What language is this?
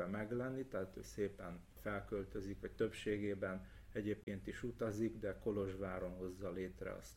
Hungarian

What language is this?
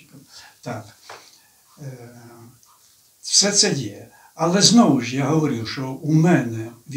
Ukrainian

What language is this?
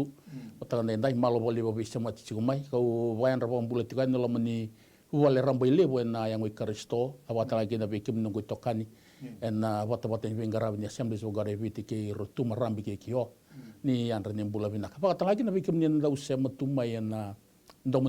Fijian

